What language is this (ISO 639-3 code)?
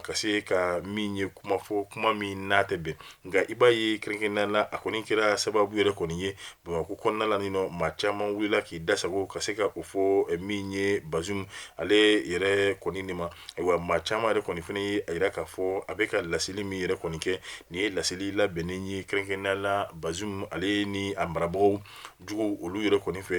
bam